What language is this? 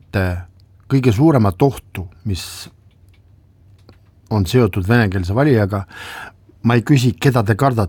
Estonian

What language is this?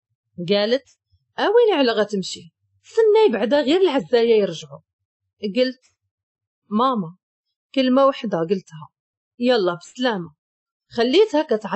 Moroccan Arabic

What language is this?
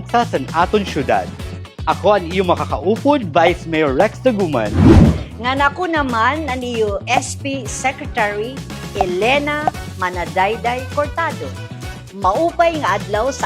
Waray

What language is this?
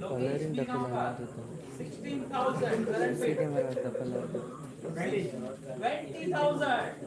Konkani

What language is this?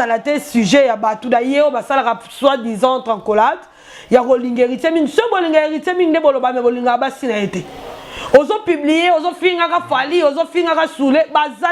Lingala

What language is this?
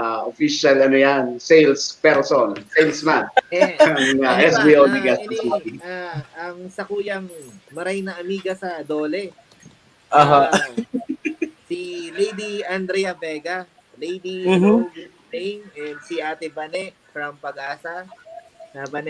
Bikol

